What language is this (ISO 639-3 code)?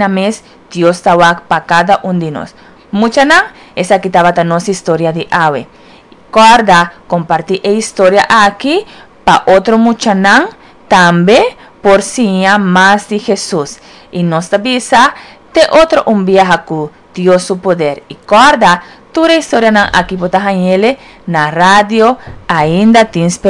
pap